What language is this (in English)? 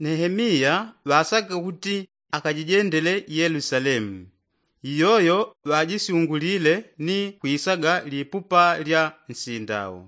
Yao